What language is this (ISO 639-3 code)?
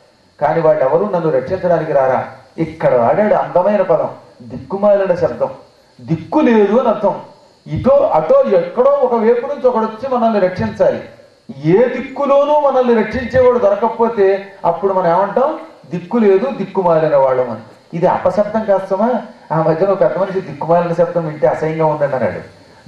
tel